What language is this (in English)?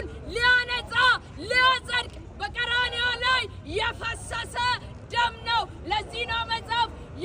Amharic